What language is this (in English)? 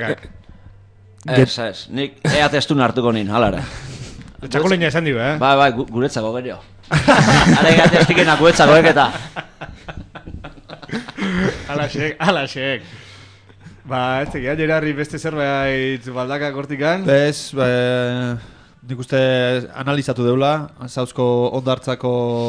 Basque